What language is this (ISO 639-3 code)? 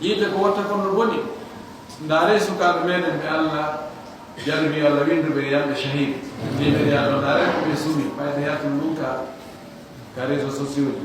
ful